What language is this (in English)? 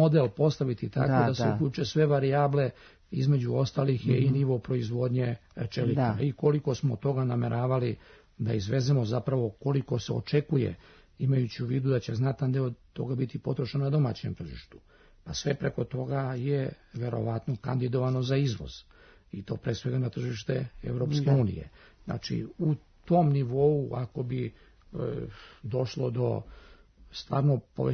Serbian